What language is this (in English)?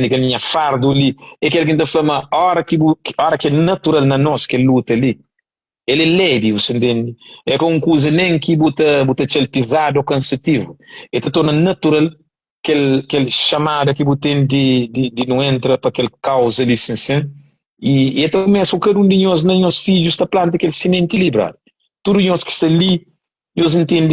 Kabuverdianu